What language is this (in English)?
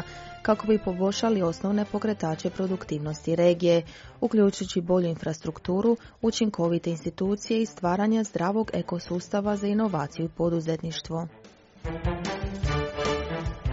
Croatian